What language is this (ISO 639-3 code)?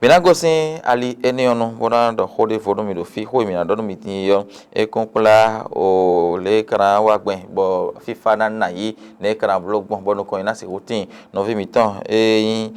fon